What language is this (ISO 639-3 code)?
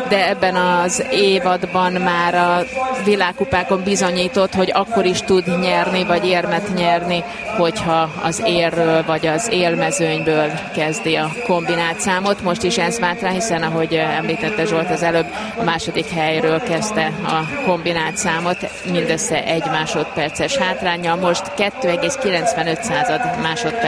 hun